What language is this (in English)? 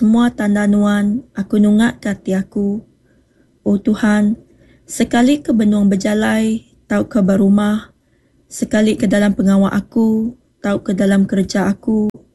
Iban